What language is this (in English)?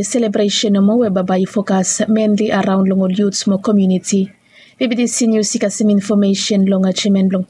Bislama